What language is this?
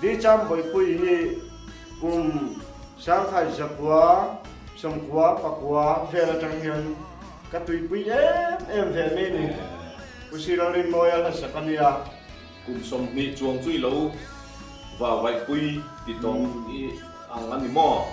Mizo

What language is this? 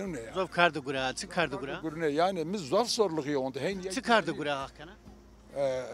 Zaza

